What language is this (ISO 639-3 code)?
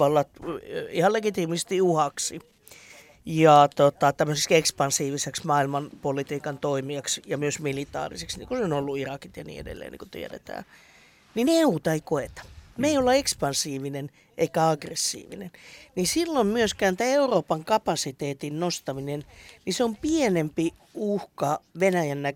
fin